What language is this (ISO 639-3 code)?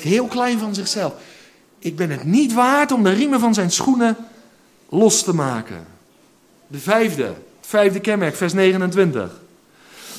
nld